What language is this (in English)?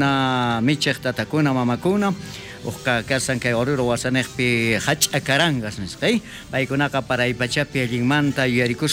South Bolivian Quechua